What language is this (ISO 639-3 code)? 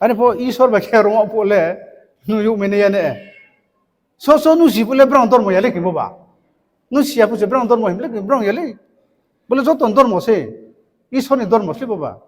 ria